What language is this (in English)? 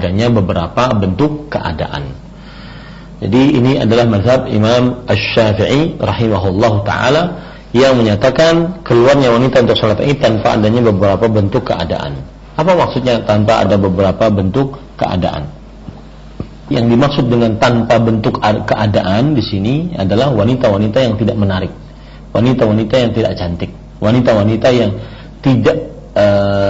Indonesian